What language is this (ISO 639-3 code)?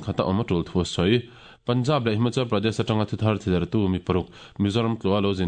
lus